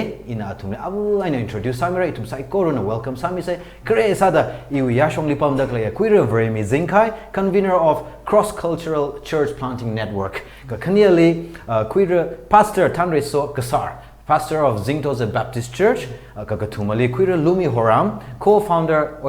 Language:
Tangkhul Naga (India)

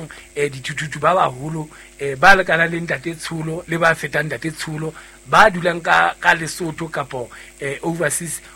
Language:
Southern Sotho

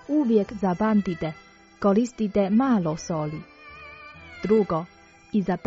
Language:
Croatian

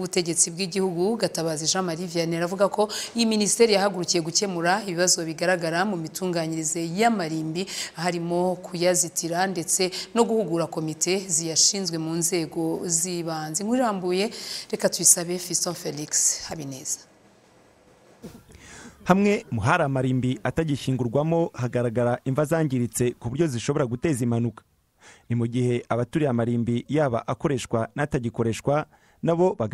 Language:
Kinyarwanda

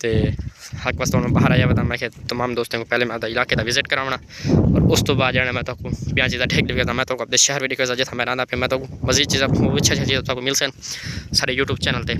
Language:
Saraiki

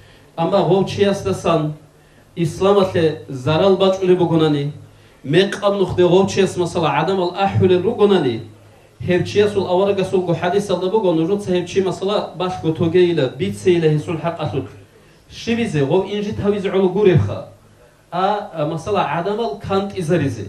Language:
Avaric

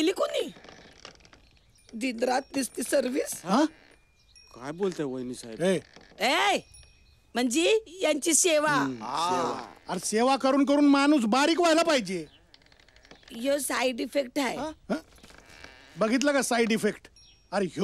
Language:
Marathi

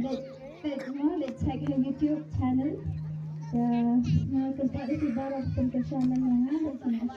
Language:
Khasi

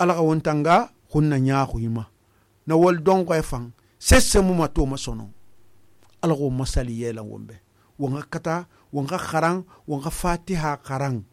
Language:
Susu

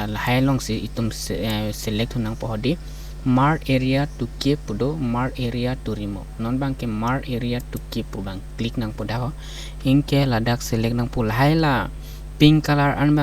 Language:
Karbi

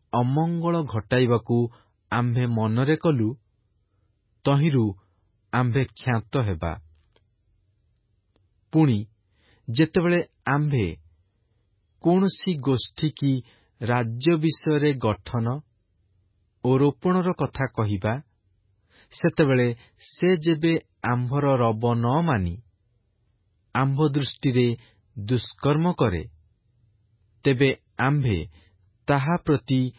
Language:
Odia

